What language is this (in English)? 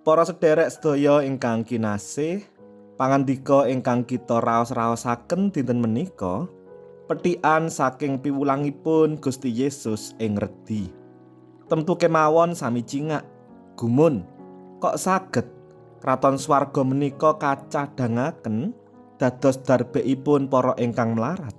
Javanese